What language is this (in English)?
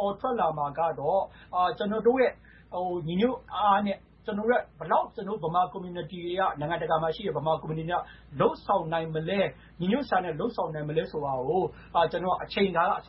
Burmese